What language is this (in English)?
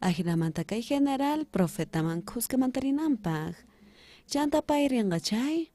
South Bolivian Quechua